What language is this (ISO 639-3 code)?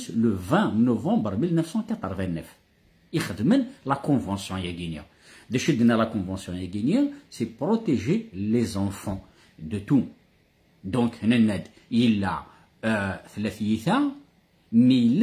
kab